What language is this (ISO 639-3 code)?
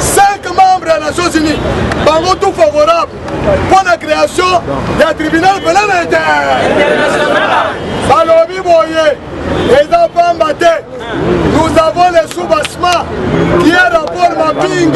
lin